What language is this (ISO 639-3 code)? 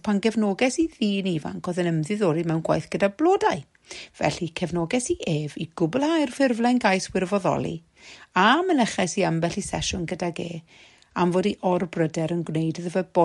cym